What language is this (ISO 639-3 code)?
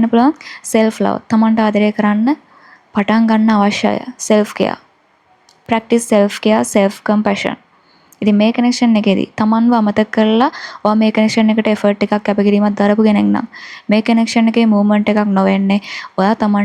sin